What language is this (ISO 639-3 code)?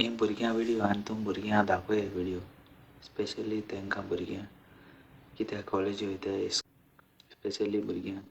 kok